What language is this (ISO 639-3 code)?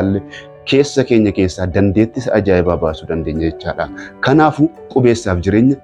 orm